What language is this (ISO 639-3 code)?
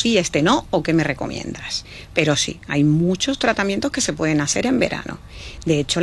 spa